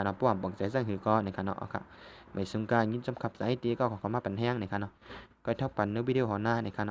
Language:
Shan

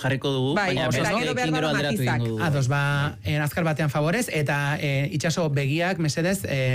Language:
Basque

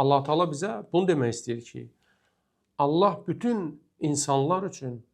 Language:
Azerbaijani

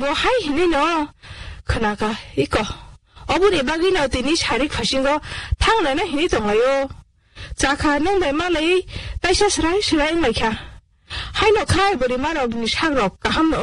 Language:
Kok Borok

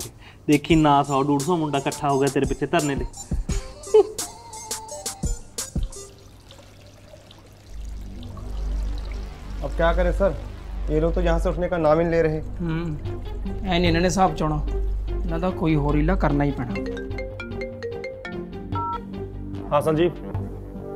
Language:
Punjabi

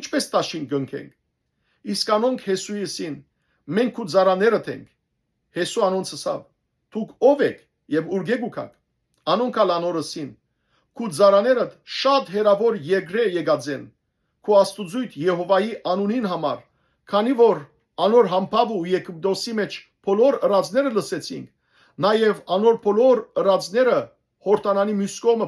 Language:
Western Armenian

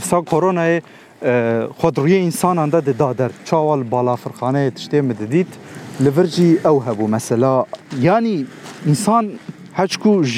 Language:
Kurdish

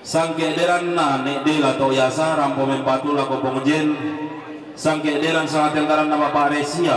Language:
Toraja-Sa'dan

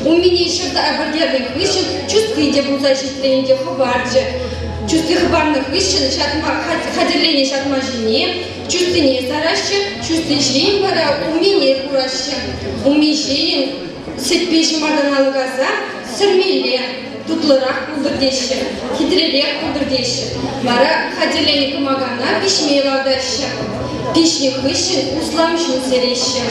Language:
Chuvash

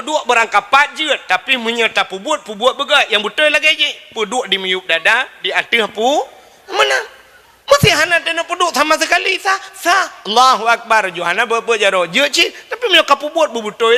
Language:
Achinese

